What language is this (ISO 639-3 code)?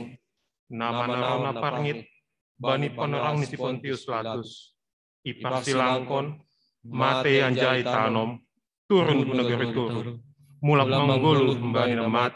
bts